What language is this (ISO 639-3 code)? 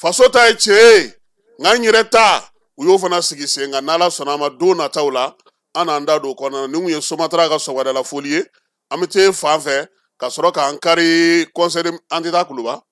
bam